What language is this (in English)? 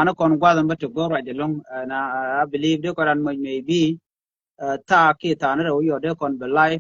Nuer